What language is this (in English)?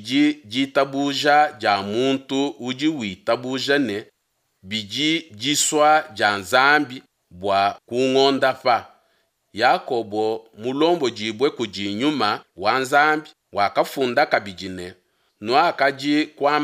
Luba-Lulua